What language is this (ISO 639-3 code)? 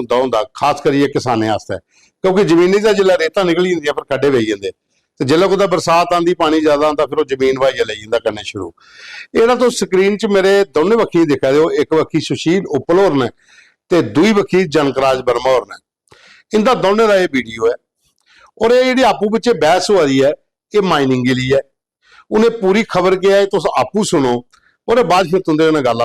doi